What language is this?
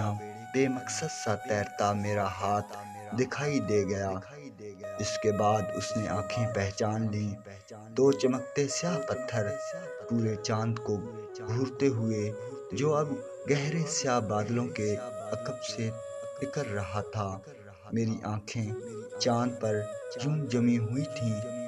Urdu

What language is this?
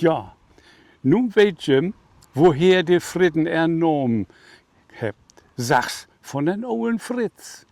Low German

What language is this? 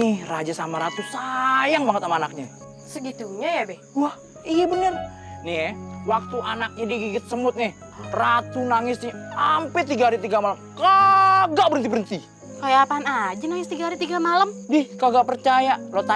Betawi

